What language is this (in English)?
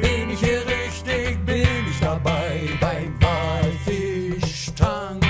Bavarian